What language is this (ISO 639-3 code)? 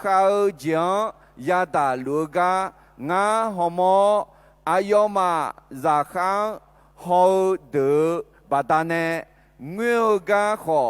ahk